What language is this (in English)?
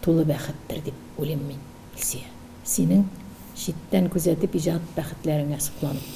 Tatar